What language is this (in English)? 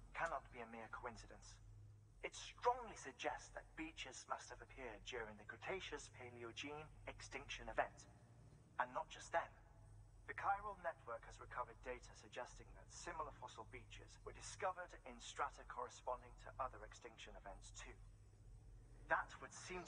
English